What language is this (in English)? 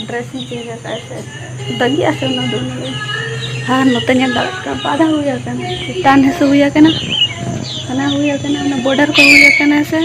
Santali